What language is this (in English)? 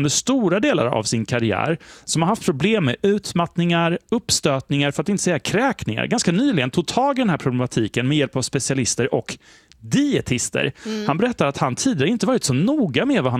Swedish